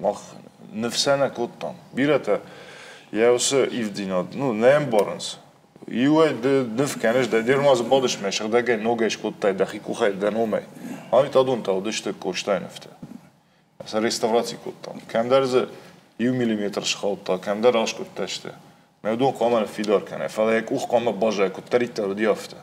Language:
Ossetic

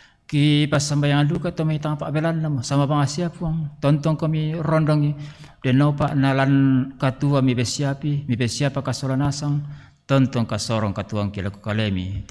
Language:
Toraja-Sa'dan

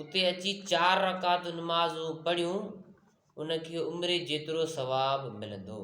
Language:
Sindhi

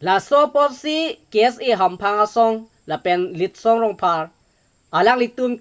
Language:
Karbi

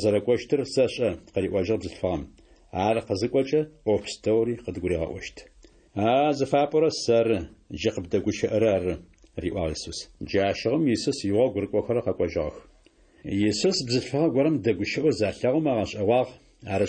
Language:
Adyghe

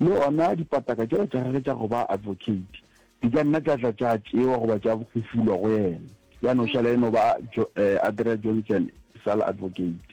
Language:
Northern Sotho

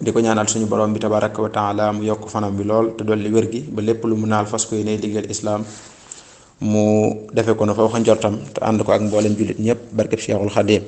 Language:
Wolof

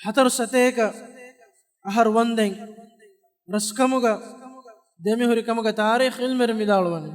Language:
Divehi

